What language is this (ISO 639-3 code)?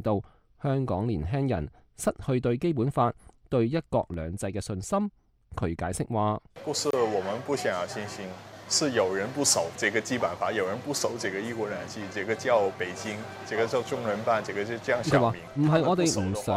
yue